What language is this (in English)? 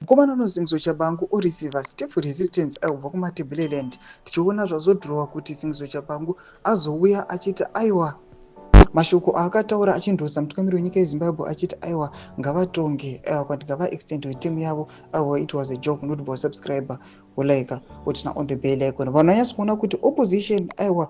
Shona